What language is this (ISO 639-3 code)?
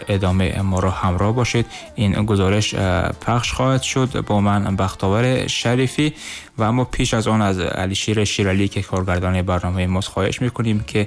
tgk